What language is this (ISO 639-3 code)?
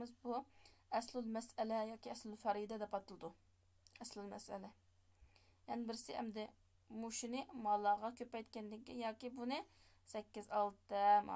uig